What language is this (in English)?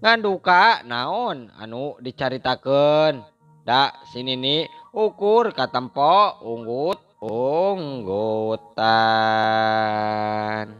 Sundanese